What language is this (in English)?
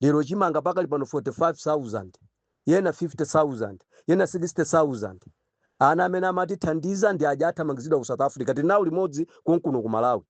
Nyanja